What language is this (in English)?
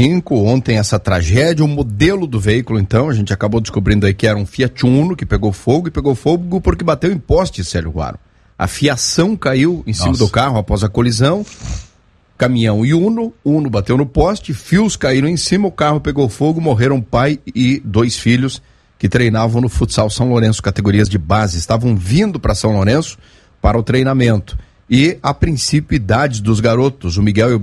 Portuguese